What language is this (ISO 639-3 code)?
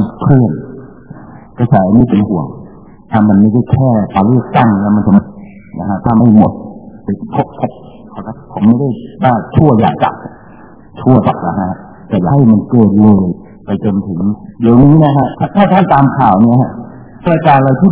tha